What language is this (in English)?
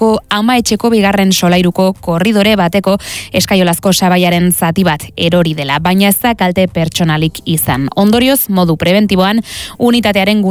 Basque